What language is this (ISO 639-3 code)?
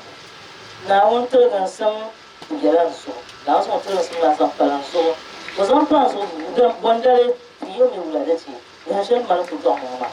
dag